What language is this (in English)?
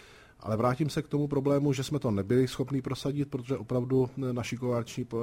Czech